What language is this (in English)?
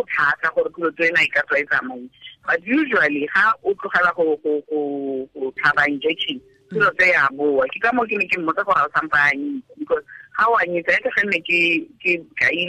Tswana